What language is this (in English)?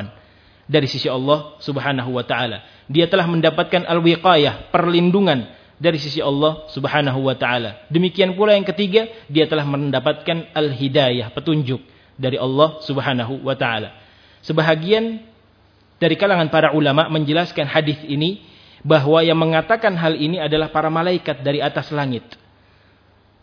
Indonesian